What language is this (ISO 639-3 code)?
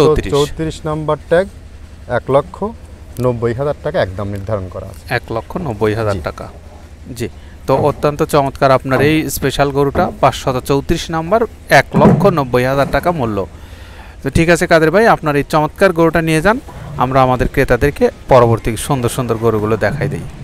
ben